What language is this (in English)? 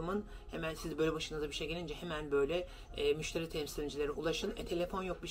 Turkish